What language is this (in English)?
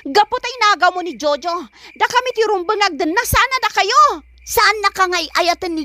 Iloko